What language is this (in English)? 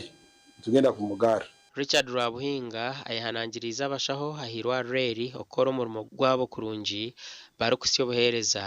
Nyankole